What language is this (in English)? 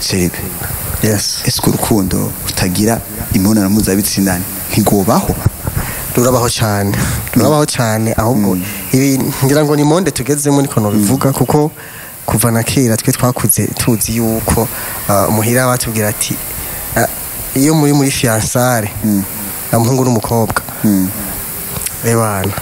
Rundi